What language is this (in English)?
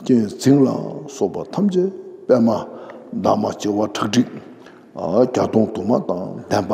Tibetan